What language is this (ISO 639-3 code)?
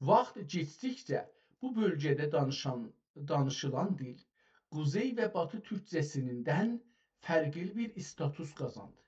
azb